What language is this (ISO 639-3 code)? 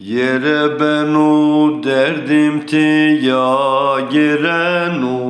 zza